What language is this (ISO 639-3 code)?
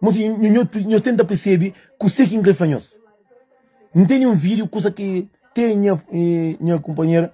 kea